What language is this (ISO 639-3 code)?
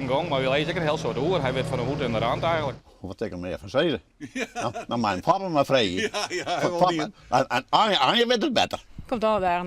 fry